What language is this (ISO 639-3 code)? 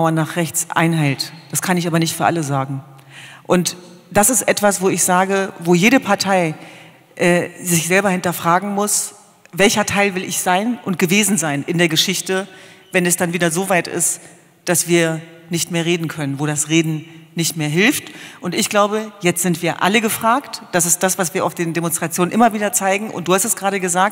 deu